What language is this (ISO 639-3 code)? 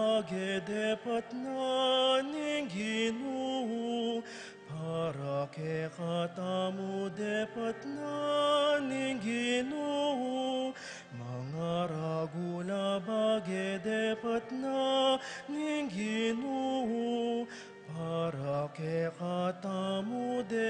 pam